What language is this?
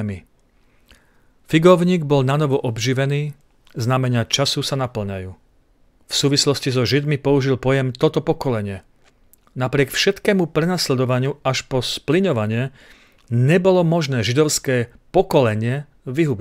Slovak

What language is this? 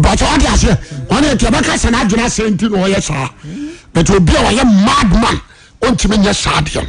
Akan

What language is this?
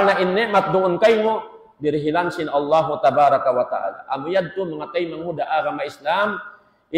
Tausug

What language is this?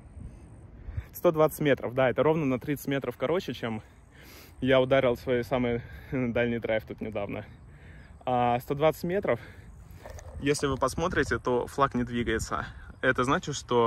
Russian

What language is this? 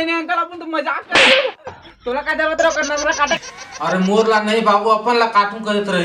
Chhattisgarhi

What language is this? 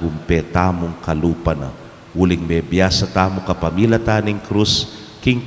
Pampanga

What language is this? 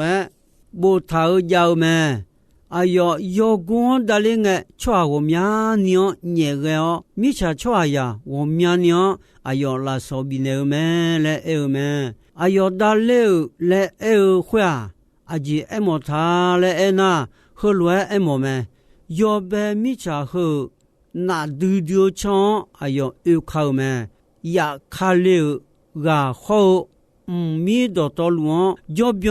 Akha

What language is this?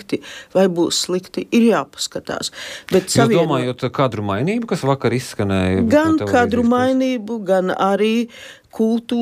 Latvian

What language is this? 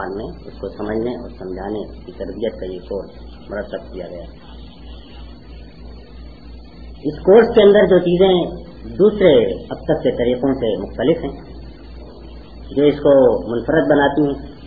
Urdu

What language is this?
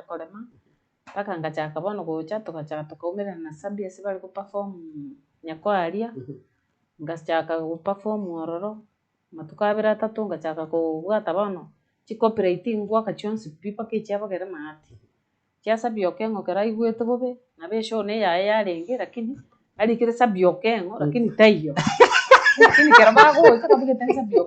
Gusii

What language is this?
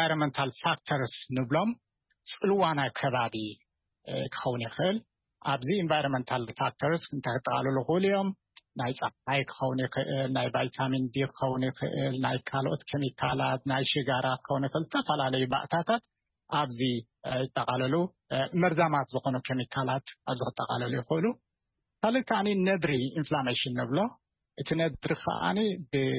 Tigrinya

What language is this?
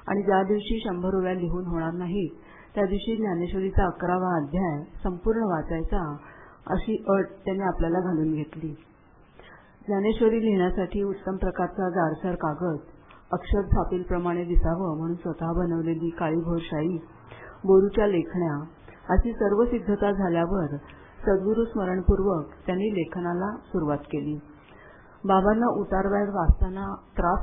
Marathi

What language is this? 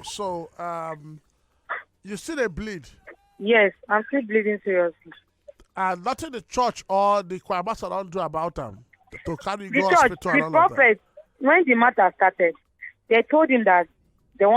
Nigerian Pidgin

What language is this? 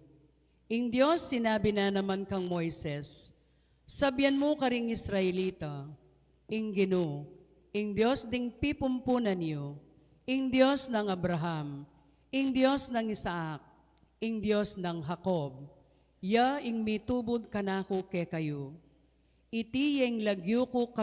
Pampanga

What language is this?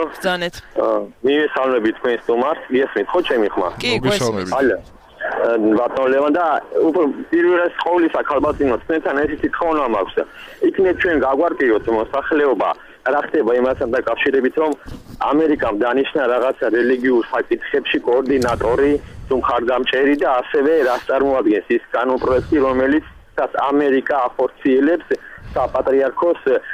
Georgian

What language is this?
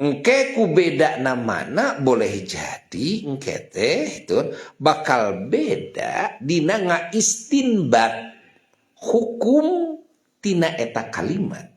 Sundanese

